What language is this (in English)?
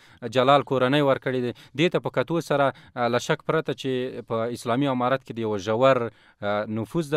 Pashto